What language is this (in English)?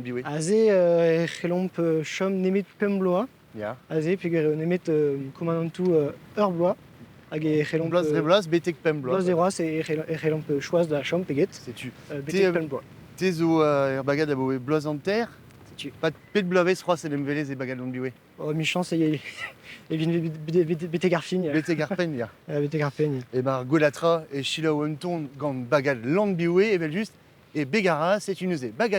Breton